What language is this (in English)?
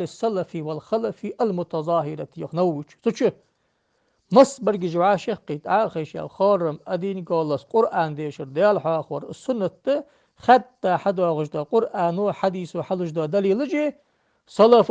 Ingush